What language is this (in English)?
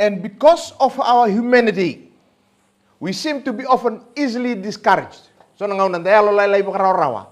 Fijian